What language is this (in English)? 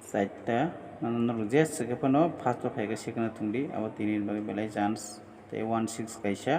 Kok Borok